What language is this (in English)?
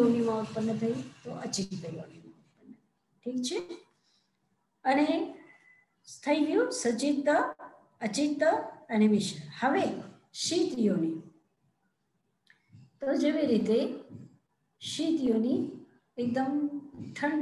Gujarati